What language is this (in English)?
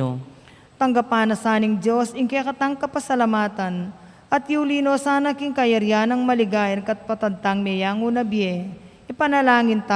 Pampanga